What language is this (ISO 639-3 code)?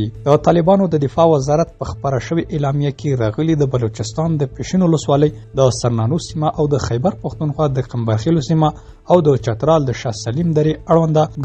pus